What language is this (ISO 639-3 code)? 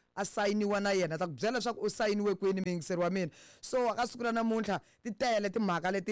tso